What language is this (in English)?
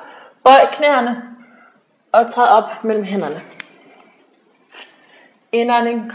Danish